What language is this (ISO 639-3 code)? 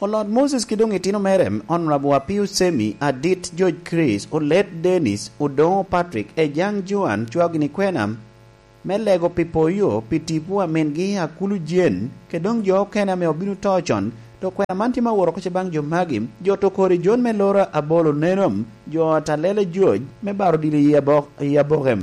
laj